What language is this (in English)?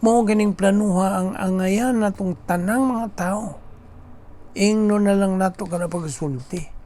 Cebuano